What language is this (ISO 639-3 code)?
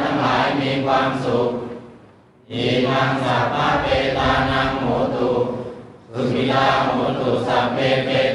pli